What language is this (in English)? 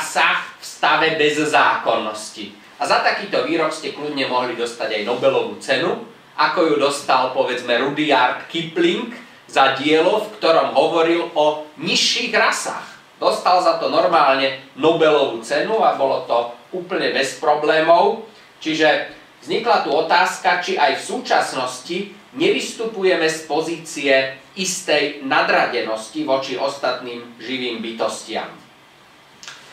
Slovak